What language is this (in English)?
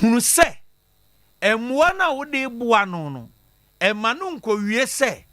Akan